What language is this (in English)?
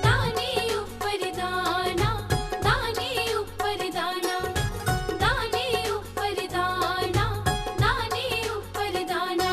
Dogri